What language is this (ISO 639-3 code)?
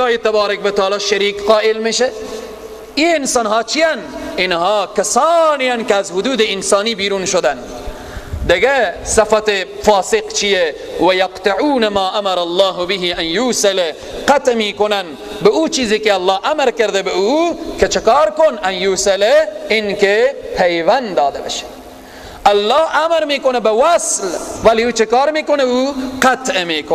fas